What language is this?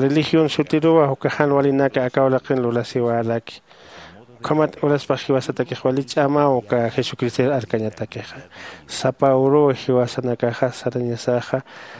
Aymara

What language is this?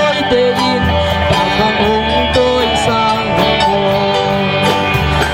Tedim Chin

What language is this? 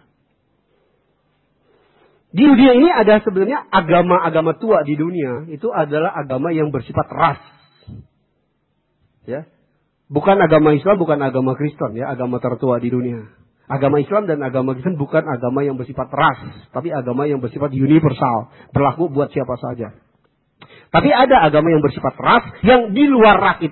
Indonesian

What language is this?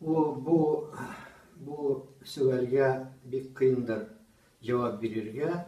Tatar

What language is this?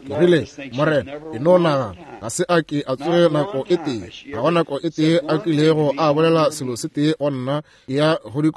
Northern Sotho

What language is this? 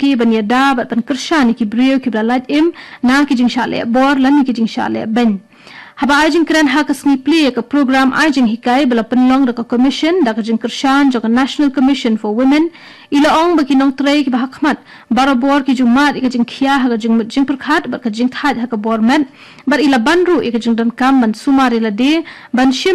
Khasi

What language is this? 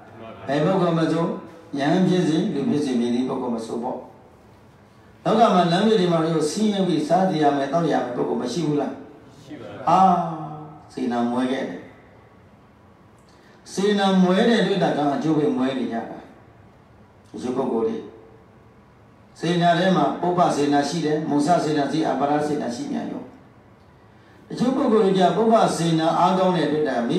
Burmese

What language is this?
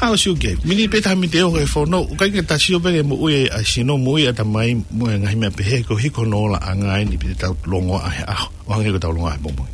Tongan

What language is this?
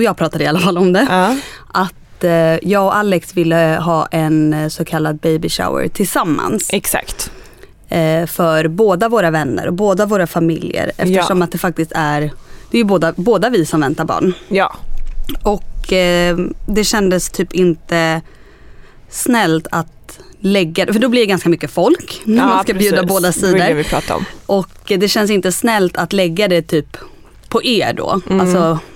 Swedish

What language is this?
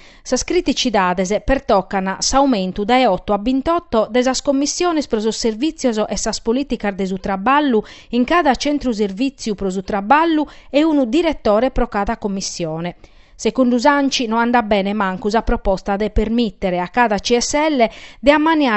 Sardinian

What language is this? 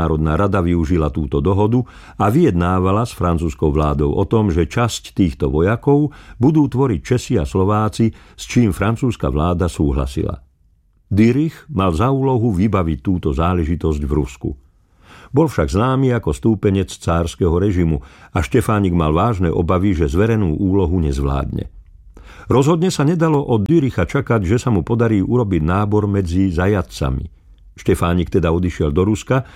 Slovak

